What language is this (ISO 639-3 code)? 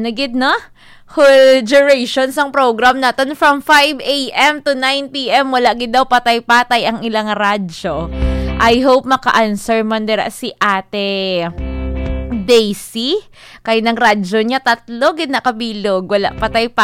hil